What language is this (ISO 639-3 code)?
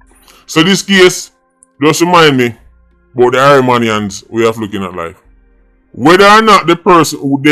jam